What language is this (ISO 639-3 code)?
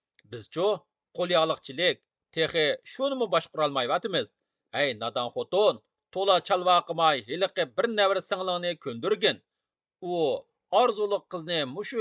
uig